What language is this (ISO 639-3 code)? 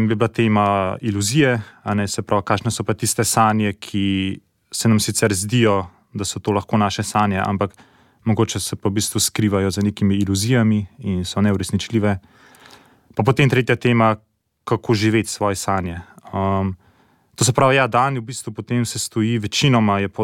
slv